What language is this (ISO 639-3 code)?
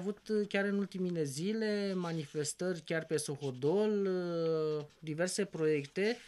ron